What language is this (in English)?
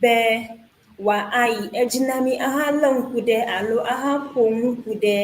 Ewe